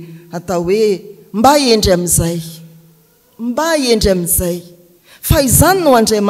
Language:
Malagasy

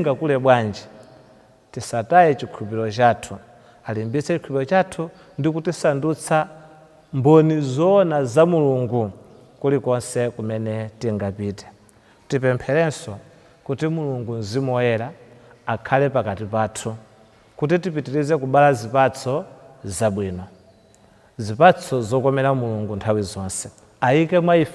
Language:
Nyanja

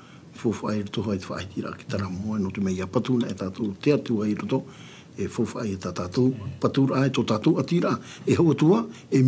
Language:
Tahitian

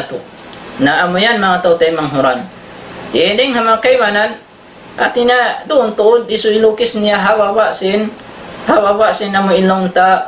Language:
Tausug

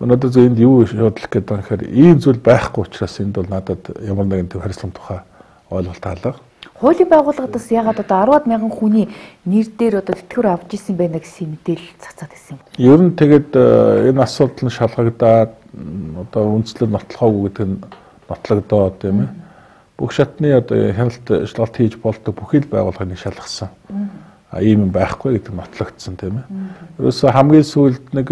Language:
Mongolian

